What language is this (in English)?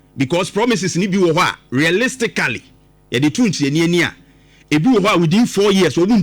Akan